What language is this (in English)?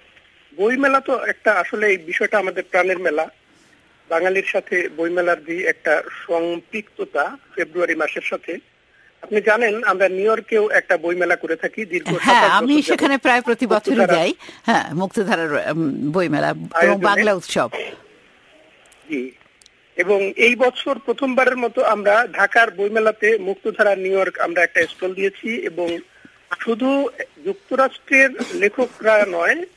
Bangla